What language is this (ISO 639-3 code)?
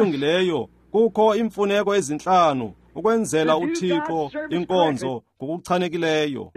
xho